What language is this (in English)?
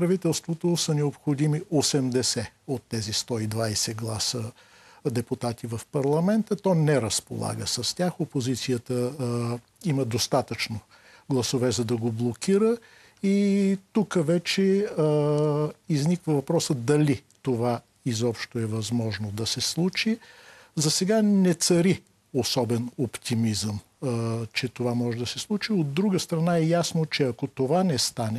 Bulgarian